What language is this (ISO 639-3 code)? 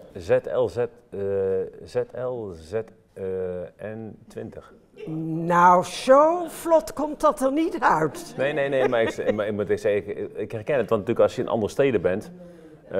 nld